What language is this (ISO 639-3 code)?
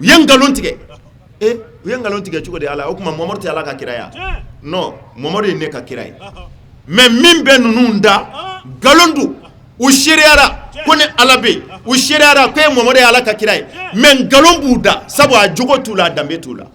bam